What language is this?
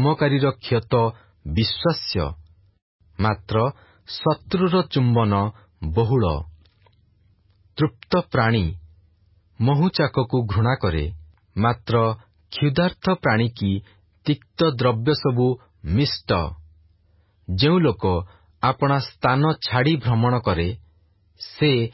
Odia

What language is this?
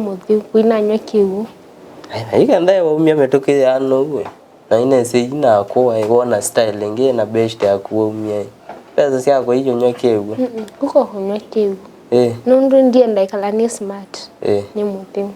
Kamba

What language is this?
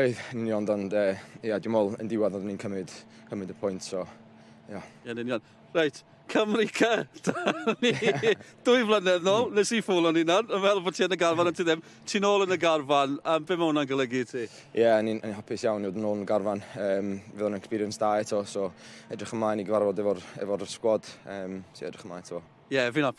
Welsh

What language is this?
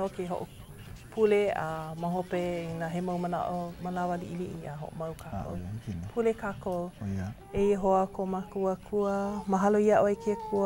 Hawaiian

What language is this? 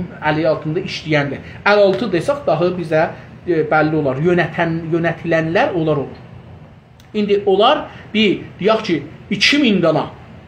South Azerbaijani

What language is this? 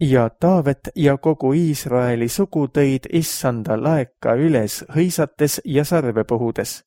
Estonian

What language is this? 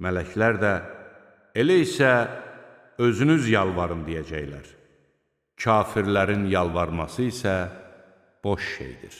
Azerbaijani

